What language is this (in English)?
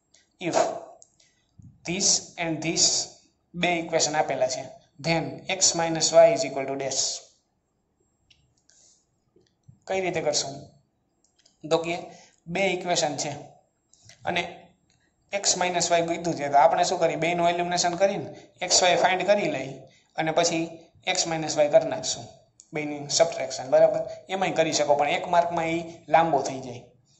Gujarati